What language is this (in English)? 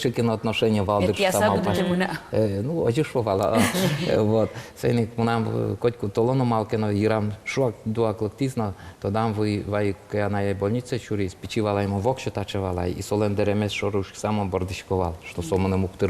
Udmurt